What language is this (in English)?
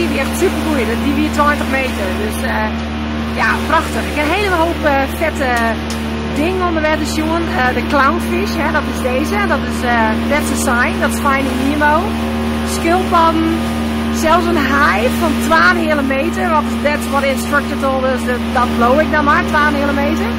Western Frisian